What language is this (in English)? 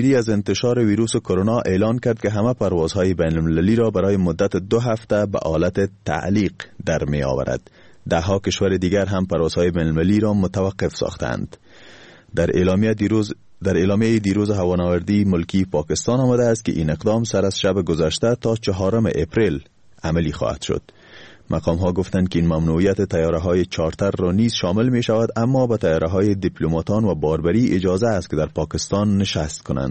Persian